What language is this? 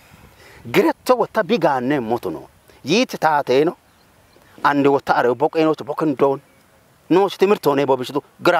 Kafa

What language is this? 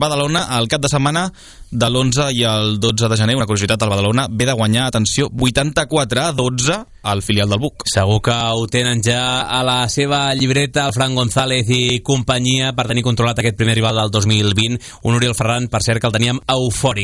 Catalan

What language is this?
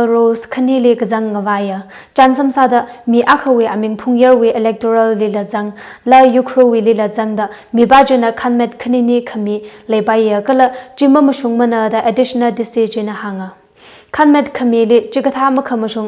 Tangkhul Naga (India)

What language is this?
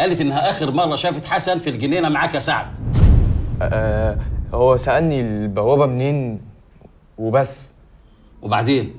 Egyptian Arabic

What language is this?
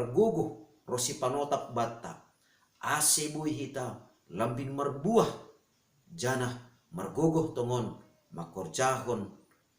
Batak Simalungun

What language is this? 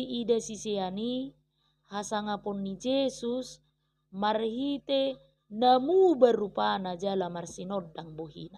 Batak Toba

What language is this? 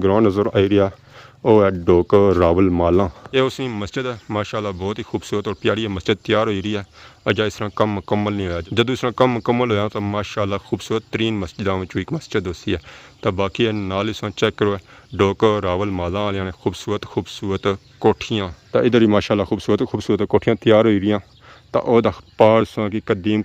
Pahari-Potwari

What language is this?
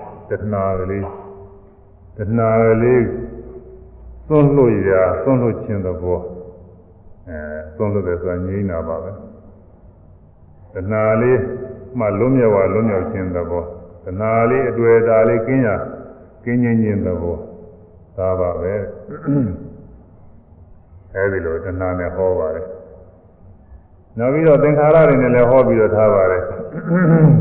Burmese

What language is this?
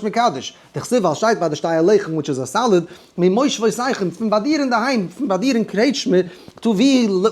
Yiddish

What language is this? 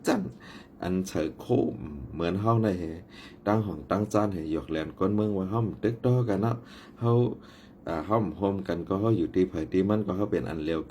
Shan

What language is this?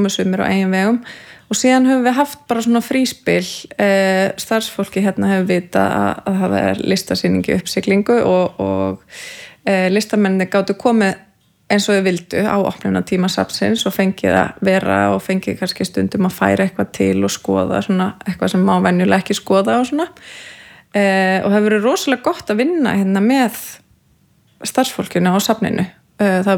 Icelandic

